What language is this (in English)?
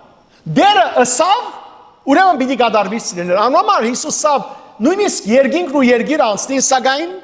Western Armenian